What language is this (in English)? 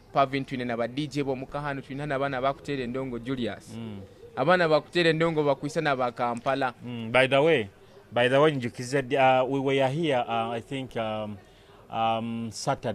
Nyoro